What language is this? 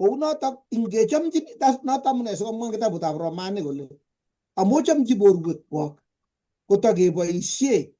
Kalenjin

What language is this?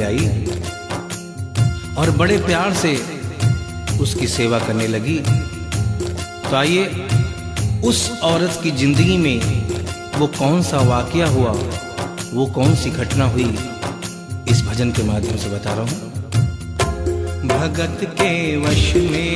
Hindi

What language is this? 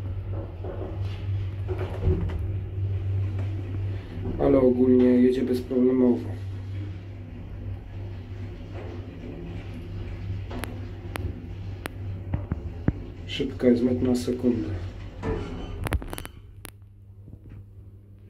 Polish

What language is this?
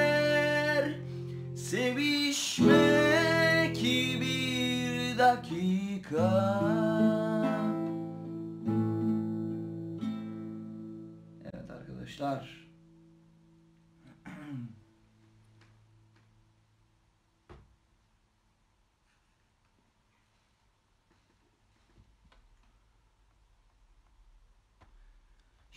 Turkish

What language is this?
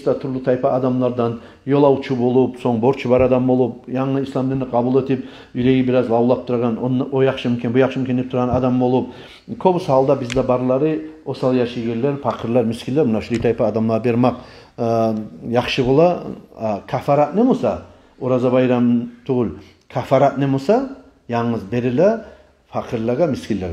Kumyk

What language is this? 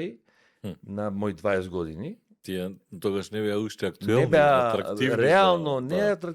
Macedonian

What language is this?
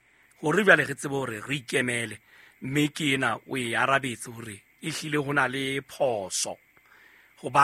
Southern Sotho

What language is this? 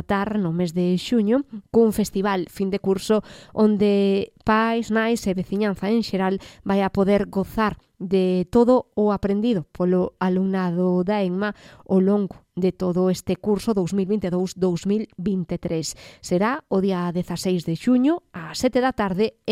Galician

